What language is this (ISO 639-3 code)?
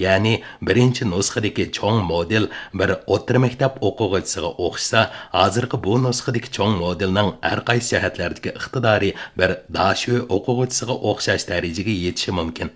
uig